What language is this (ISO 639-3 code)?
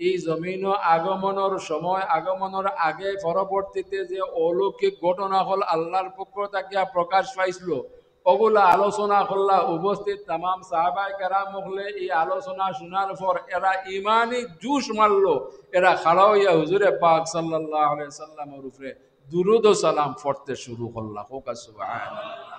syl